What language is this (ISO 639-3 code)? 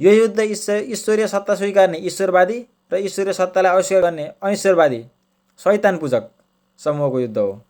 nep